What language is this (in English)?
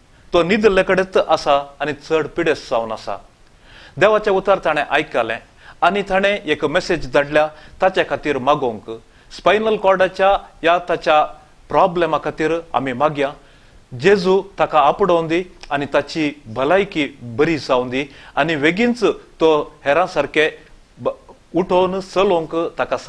Konkani